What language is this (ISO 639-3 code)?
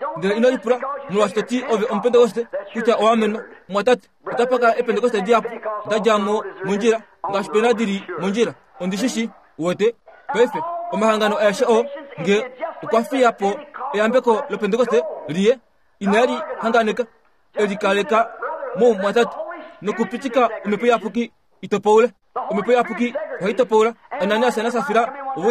kua